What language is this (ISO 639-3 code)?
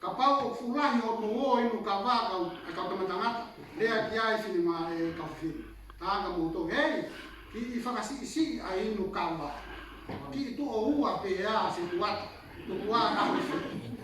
ton